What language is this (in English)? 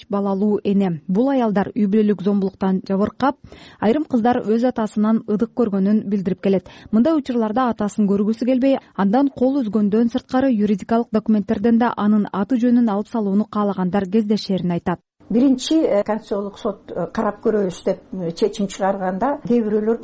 Kyrgyz